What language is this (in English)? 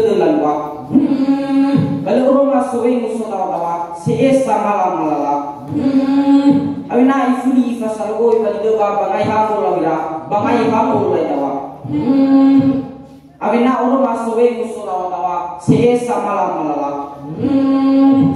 Nias